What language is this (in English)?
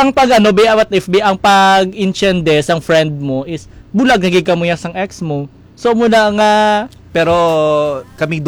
Hiligaynon